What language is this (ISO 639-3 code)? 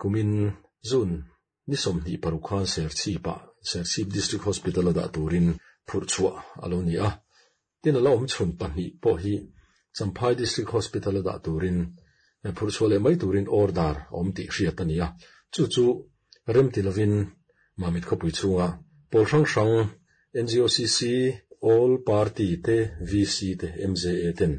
lus